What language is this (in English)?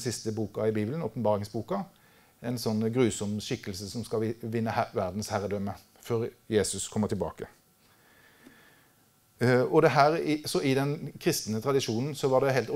Norwegian